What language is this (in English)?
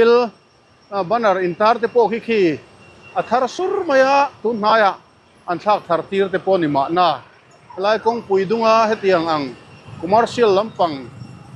Mizo